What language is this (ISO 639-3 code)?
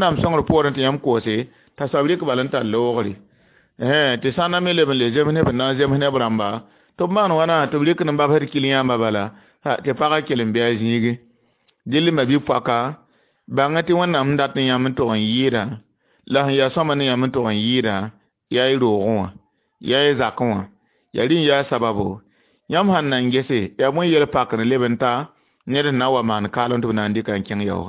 mos